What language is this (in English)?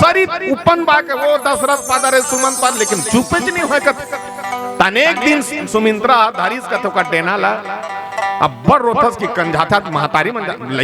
Chhattisgarhi